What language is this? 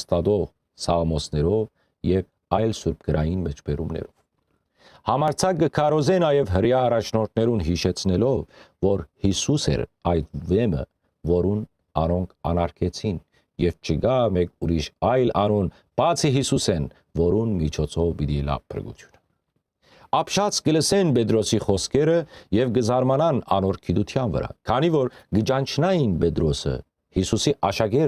Western Armenian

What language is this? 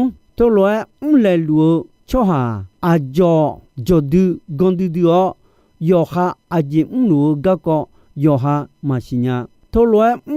Akha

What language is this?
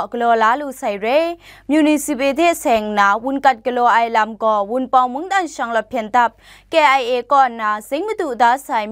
Kachin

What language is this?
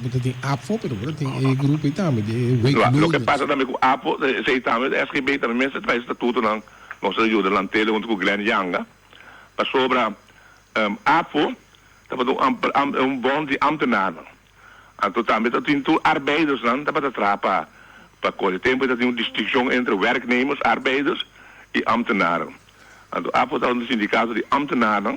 Papiamento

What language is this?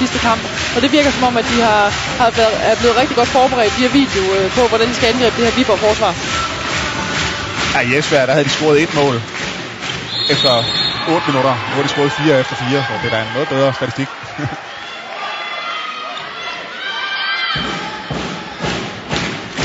Danish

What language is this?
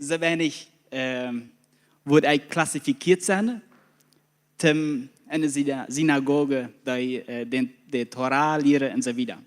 Plautdietsch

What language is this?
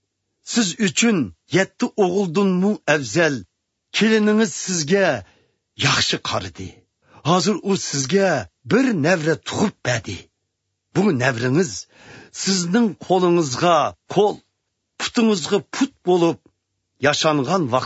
Uyghur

